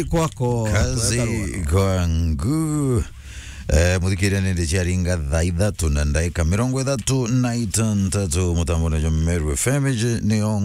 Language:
Meru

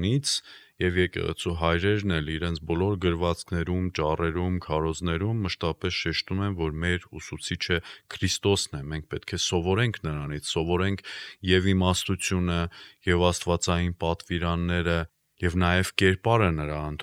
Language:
Armenian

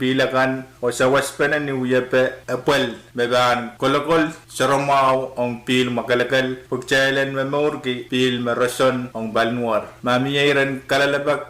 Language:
Pohnpeian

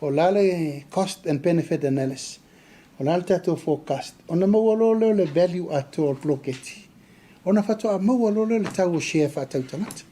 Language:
Samoan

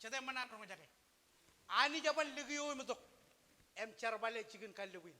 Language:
Marshallese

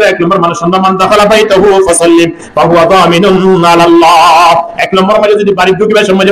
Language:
Rohingya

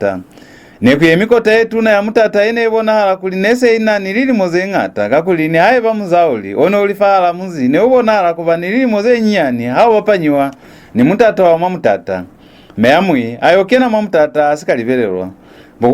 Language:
Lozi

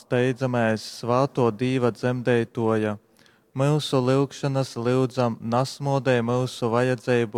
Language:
Latgalian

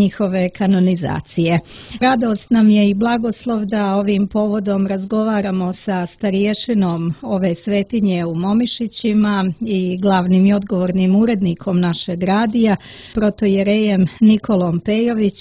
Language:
Serbian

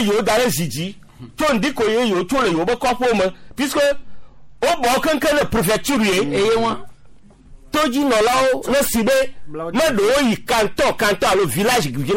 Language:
Gen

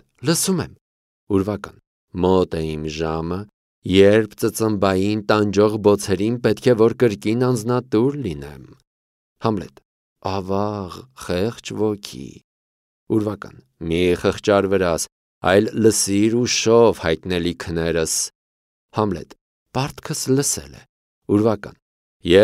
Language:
Armenian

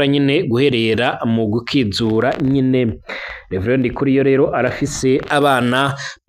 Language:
Rundi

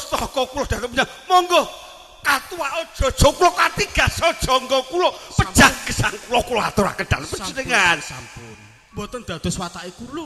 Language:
Javanese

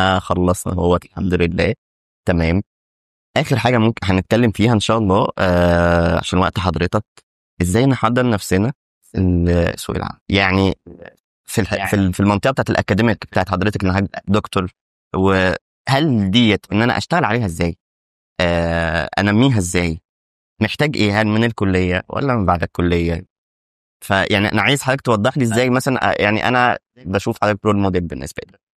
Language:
Egyptian Arabic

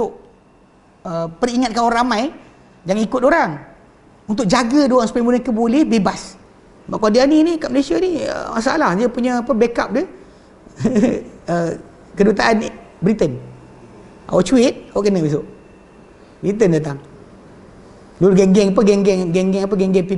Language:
Malay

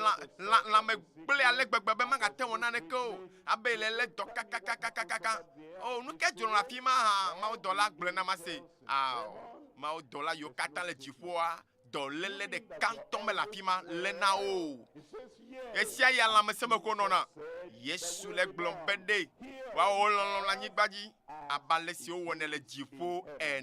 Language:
Ewe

